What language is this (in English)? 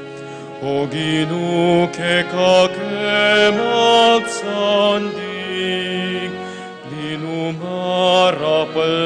Pampanga